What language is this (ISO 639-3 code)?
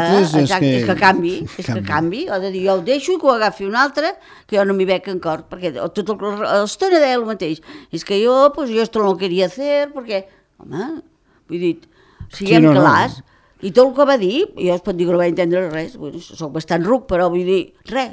cat